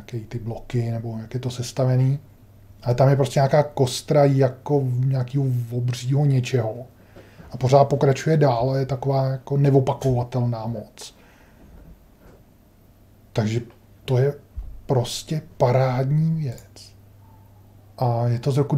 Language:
Czech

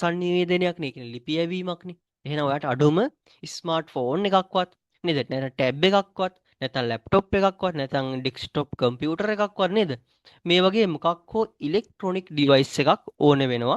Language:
Sinhala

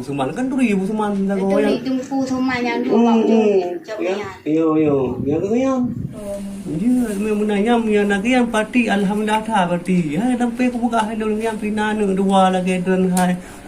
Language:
Achinese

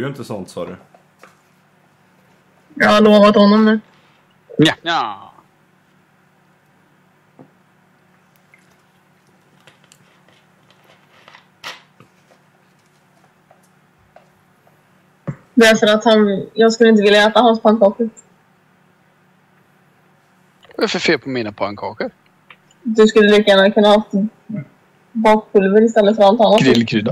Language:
Swedish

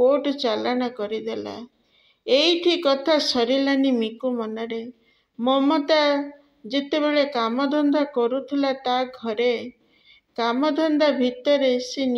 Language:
Odia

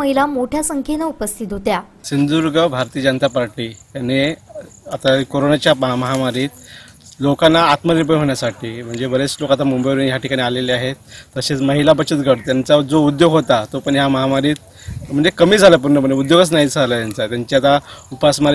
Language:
Marathi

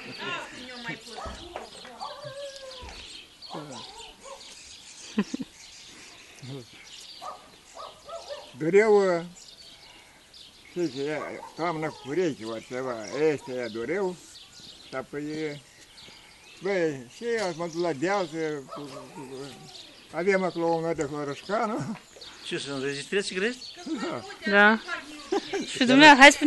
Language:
Romanian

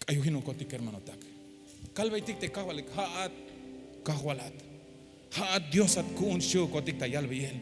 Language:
Tzeltal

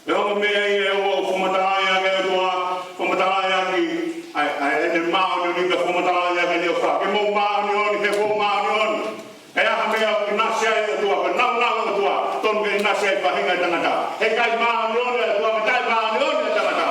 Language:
Tongan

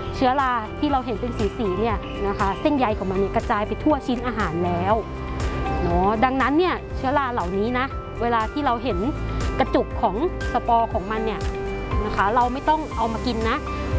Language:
Thai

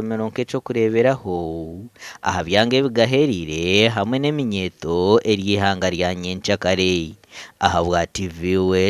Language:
Nyankole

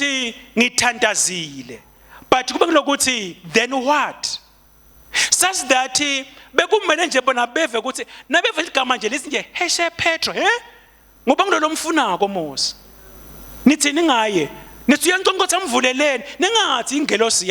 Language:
Swati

